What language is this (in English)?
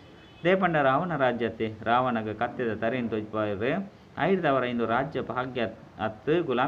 Tulu